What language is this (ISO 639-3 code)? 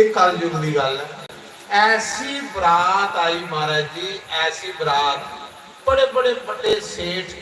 doi